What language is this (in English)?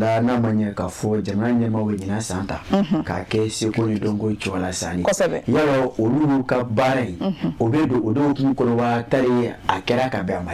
Bambara